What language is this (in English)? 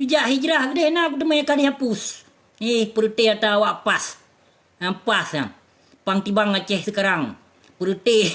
Achinese